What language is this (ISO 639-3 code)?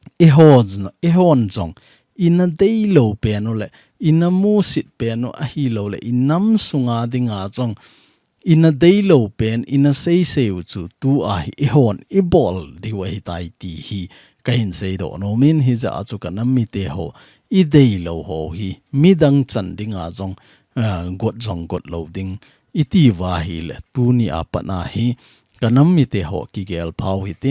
tcz